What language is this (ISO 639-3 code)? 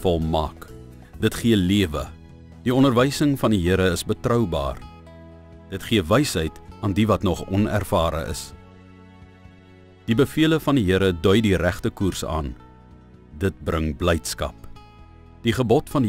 afr